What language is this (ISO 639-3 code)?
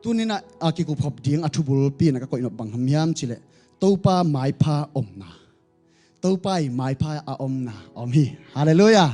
ctd